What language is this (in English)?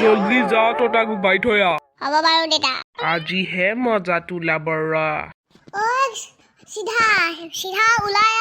Assamese